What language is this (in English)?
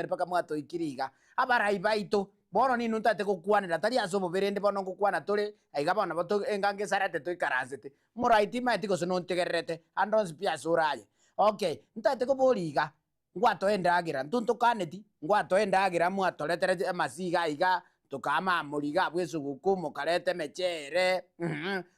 Gusii